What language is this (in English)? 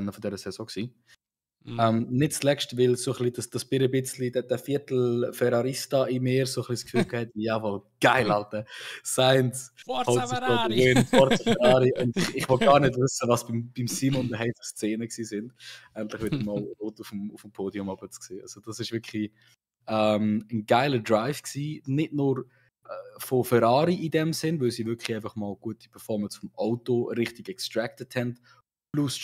Swiss German